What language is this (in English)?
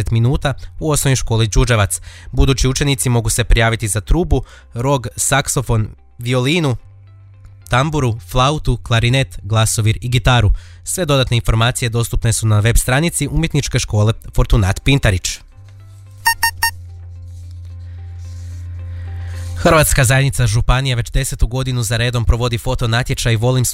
Croatian